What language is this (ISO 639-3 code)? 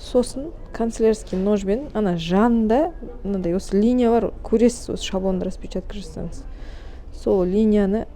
kaz